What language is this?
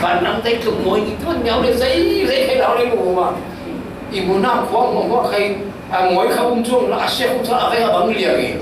Falam Chin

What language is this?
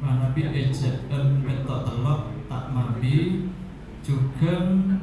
Madurese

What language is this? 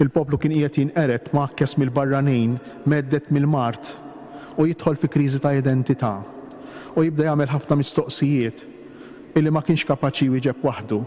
Maltese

